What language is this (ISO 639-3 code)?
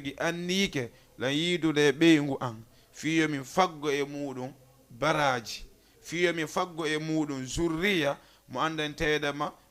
ful